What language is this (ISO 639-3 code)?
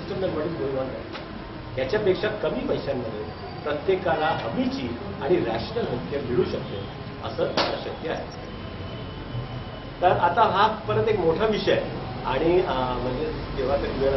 mar